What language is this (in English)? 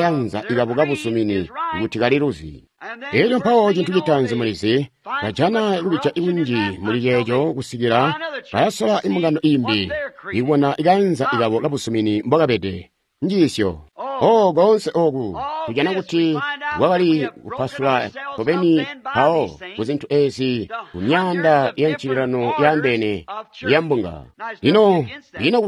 Tonga (Zambia)